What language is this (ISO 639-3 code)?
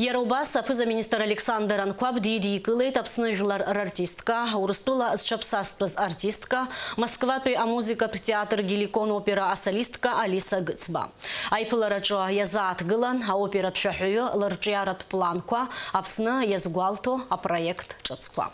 abk